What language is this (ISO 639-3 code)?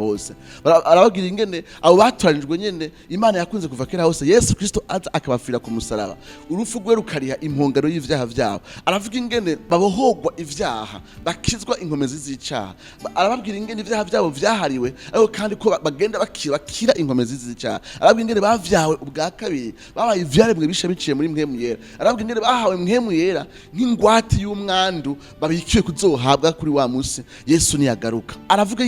run